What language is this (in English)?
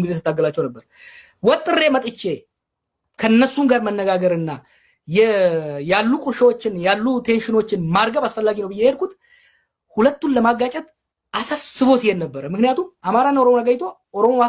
Amharic